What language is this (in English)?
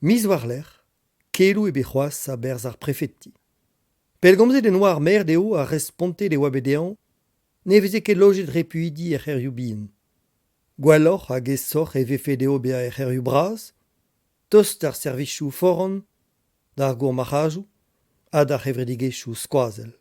Breton